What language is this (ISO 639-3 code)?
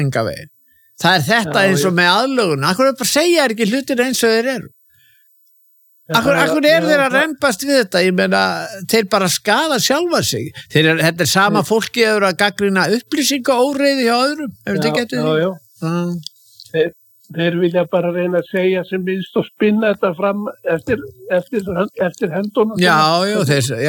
isl